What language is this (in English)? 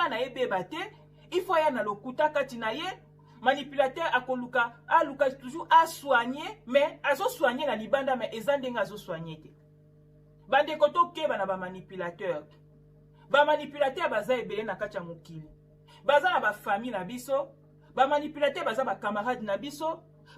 Lingala